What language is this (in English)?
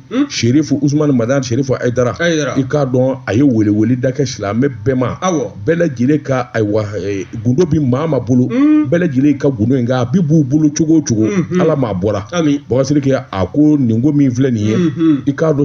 Bambara